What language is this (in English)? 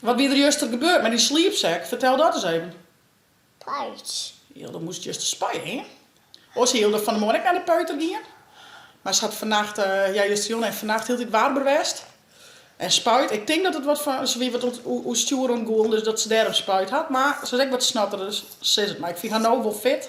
Western Frisian